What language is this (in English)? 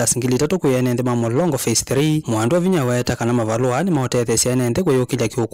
Kamba